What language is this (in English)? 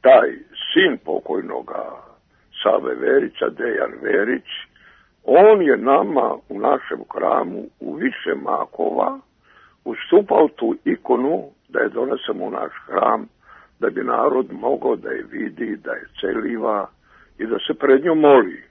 Serbian